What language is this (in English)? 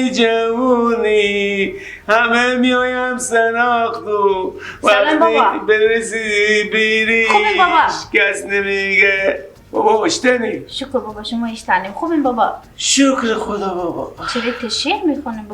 Persian